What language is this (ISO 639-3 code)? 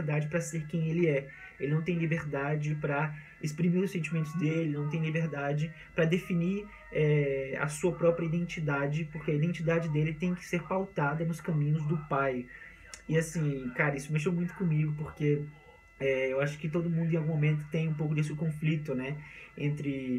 por